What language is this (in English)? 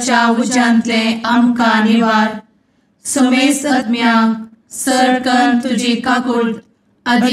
Konkani